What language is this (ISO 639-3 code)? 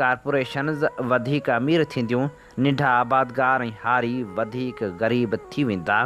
snd